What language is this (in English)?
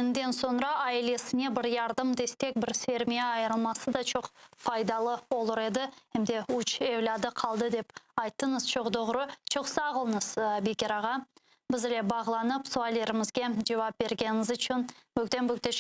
Crimean Tatar